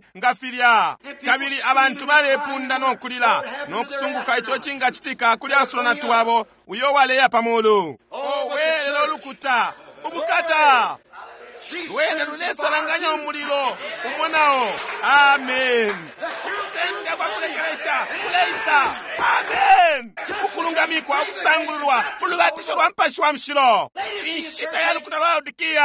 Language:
Bemba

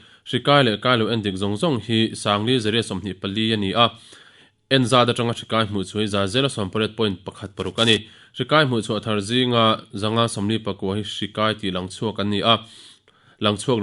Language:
Mizo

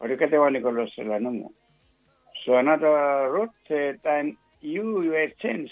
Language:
Bislama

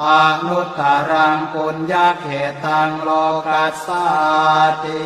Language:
Pali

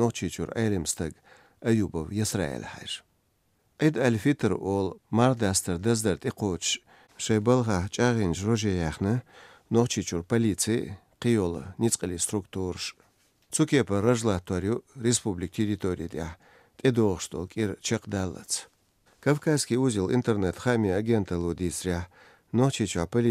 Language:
Chechen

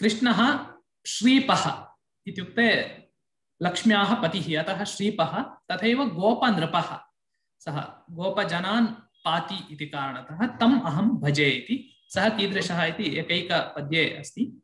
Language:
Sanskrit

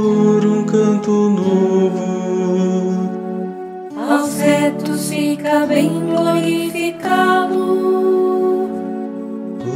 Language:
Portuguese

